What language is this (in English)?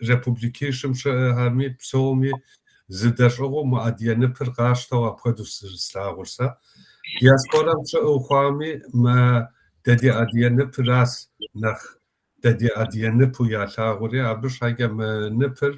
Kabardian